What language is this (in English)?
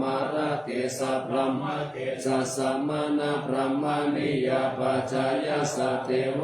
Pali